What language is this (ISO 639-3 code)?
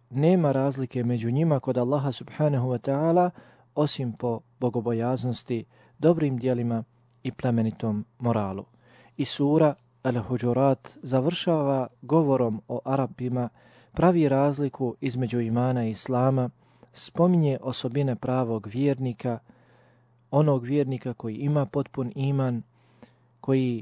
bos